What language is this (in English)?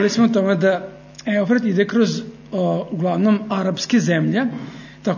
Serbian